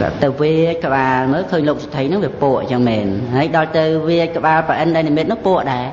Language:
Khmer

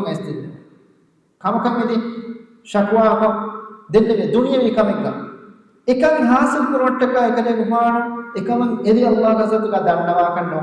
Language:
Divehi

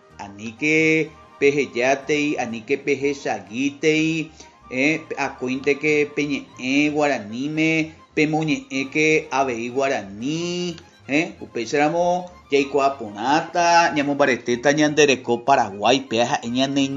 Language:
Guarani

